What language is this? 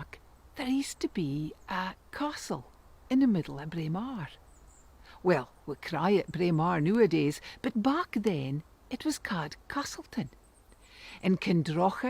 Scots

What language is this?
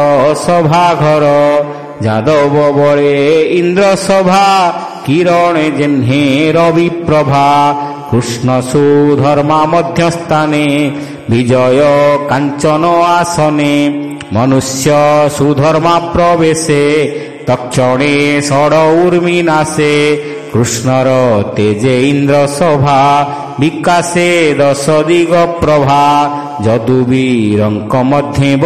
Odia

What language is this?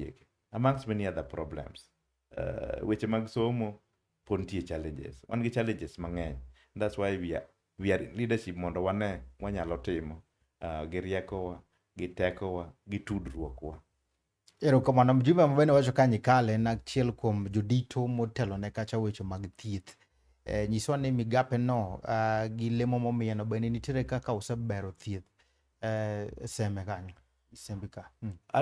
Luo (Kenya and Tanzania)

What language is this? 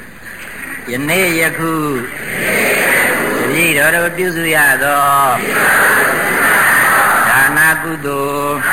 Burmese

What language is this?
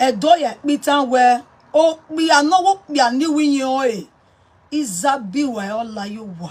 Nigerian Pidgin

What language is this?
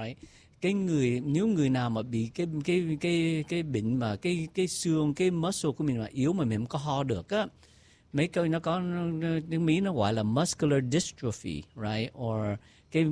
Vietnamese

